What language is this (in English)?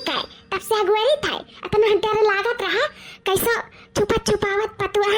Awadhi